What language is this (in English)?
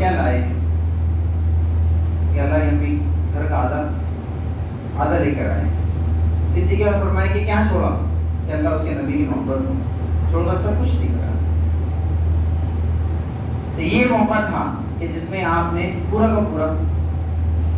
Urdu